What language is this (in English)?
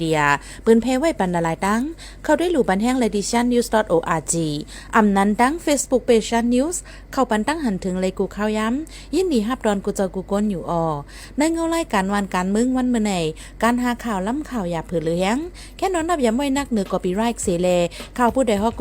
Shan